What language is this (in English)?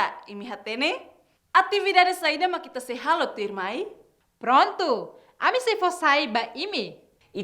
Tetum